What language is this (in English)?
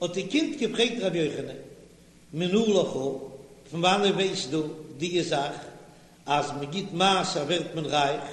Yiddish